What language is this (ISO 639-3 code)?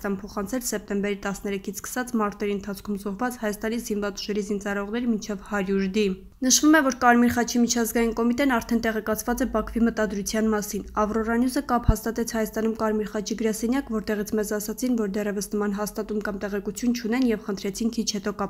hye